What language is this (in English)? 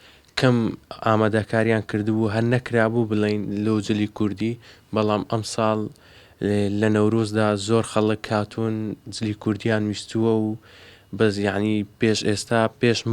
Central Kurdish